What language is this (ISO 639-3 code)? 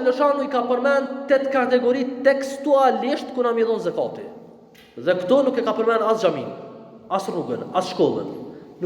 sqi